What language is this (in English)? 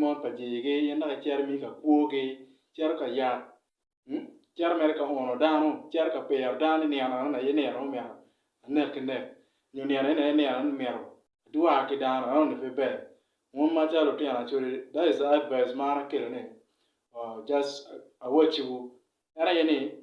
Acoli